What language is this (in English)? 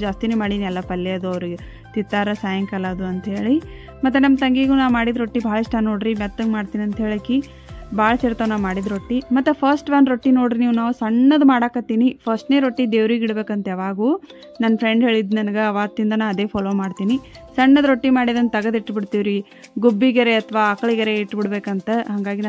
Kannada